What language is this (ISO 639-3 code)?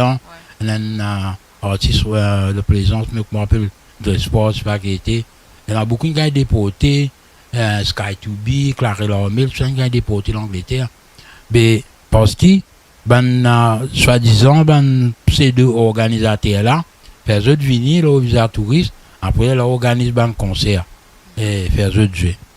mfe